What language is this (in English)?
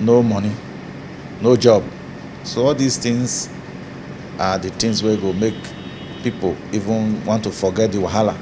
Nigerian Pidgin